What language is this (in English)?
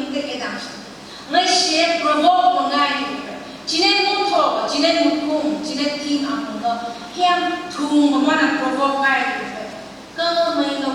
Phom Naga